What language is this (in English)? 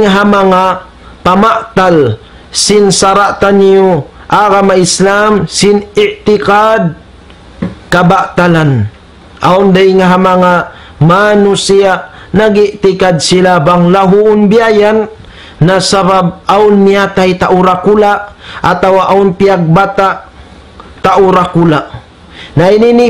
Tausug